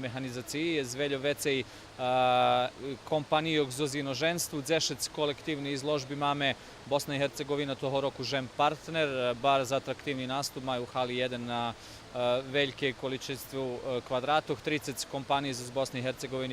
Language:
Rusyn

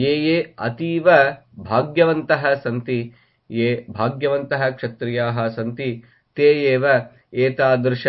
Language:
Sanskrit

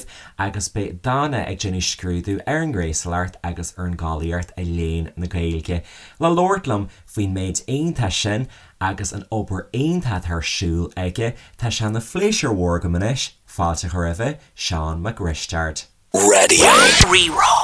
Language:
Irish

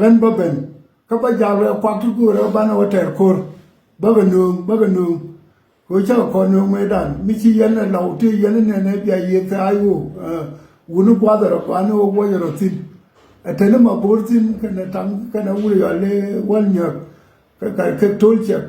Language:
Nuer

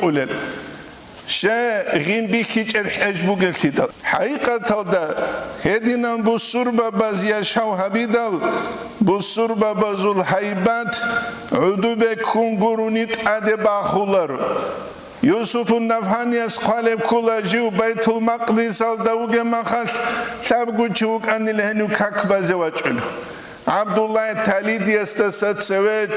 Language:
Avaric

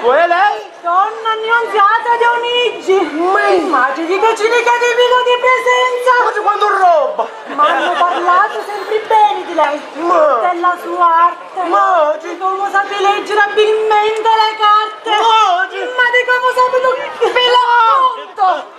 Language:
Sicilian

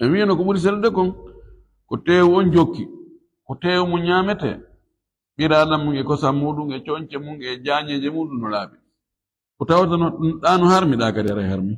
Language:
Fula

